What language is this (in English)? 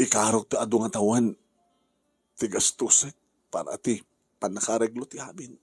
Iloko